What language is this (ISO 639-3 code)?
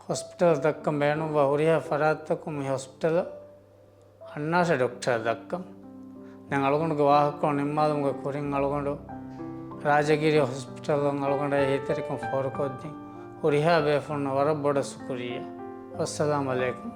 div